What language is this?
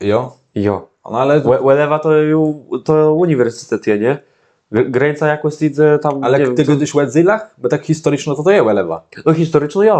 Kashubian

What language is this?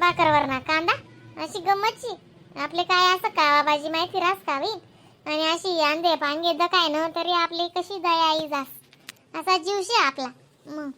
Khandesi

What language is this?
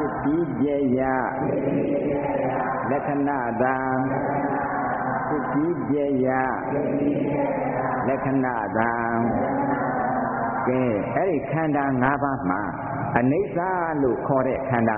Burmese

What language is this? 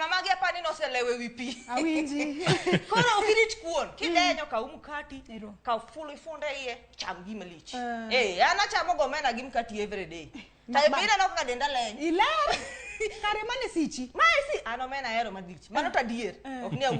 Luo (Kenya and Tanzania)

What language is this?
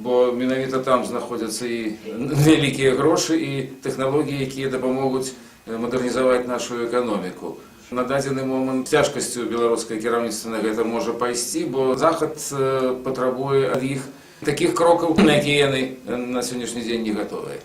Belarusian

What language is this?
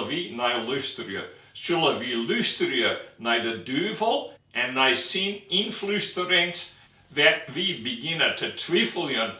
Western Frisian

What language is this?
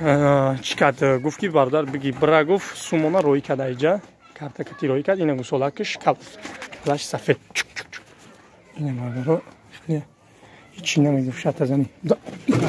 Tajik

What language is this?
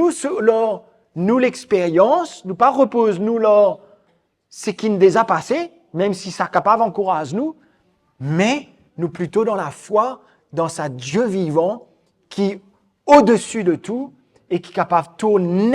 Morisyen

